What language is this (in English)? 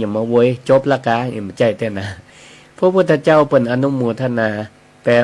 Northern Thai